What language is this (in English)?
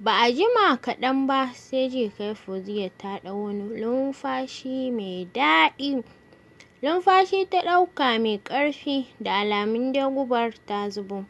Hausa